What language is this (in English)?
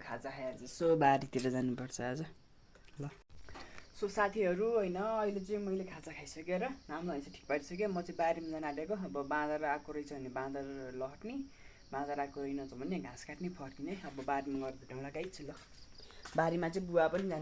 Nepali